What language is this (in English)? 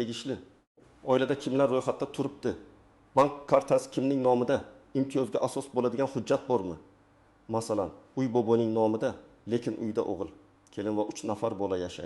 Uzbek